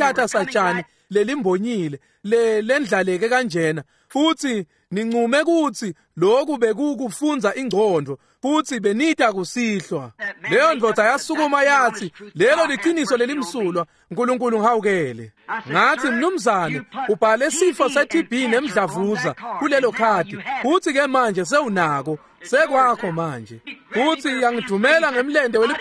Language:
Swati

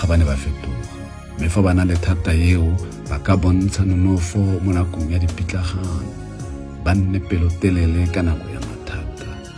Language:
Tswana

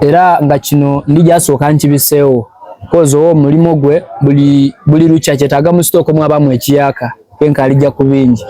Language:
Soga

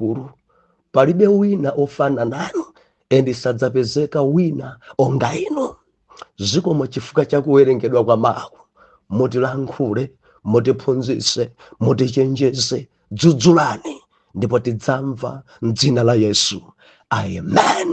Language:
Nyanja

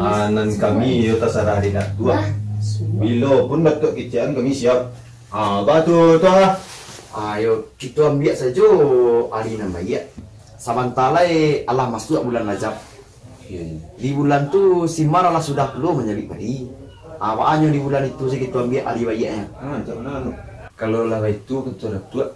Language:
Minangkabau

